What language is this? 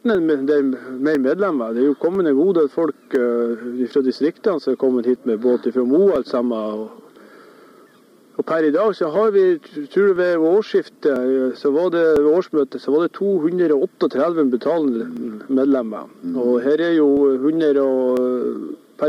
Norwegian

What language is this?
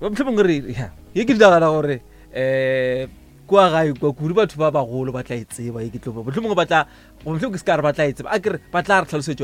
Northern Sotho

